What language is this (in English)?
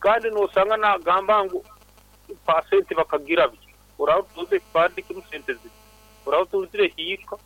Nyoro